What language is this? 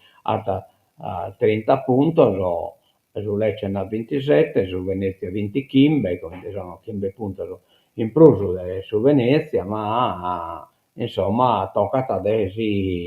Sardinian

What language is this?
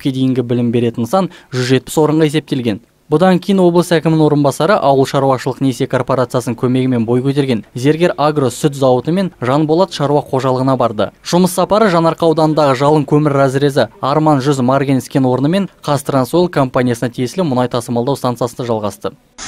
Kazakh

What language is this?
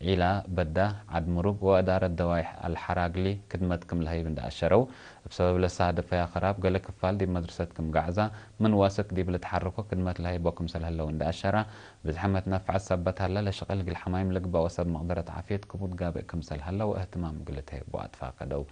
Tigre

